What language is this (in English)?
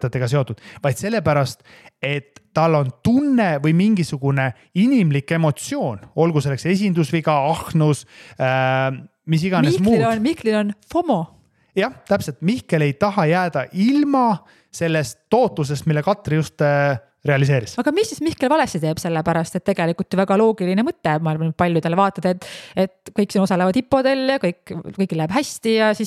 Estonian